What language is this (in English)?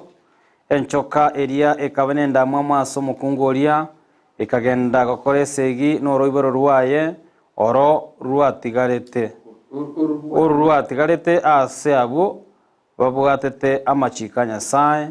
Gusii